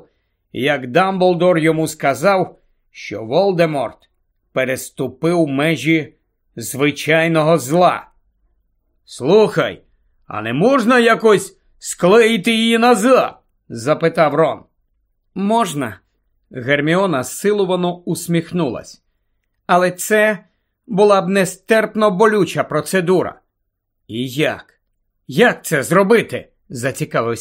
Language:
Ukrainian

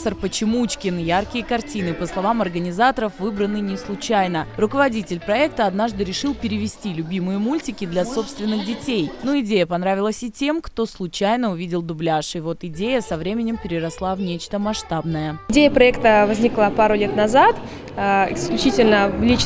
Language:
Russian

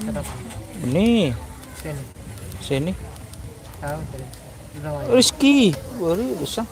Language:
Madurese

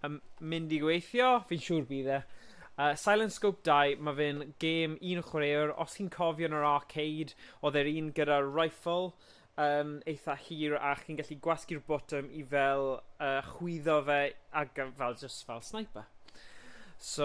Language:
Welsh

